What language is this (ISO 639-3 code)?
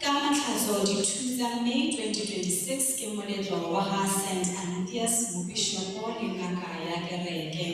tsn